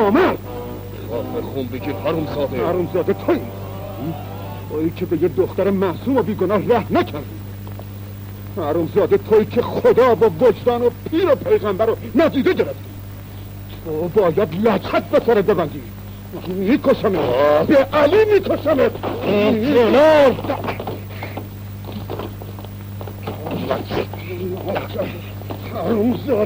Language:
Persian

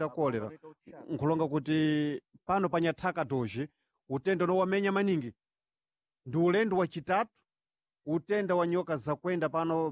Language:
Sena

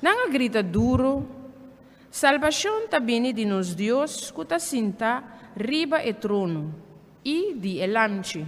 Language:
Papiamento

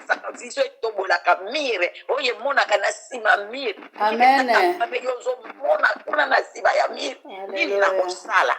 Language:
Lingala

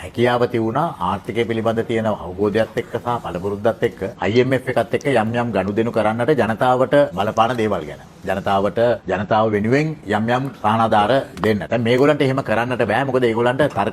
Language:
Sinhala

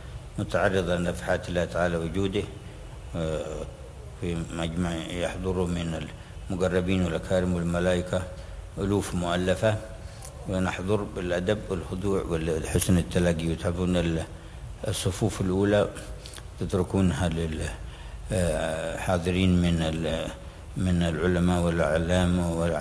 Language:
Arabic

